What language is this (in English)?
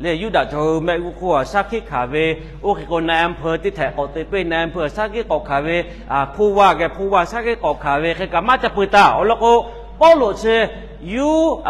Lahu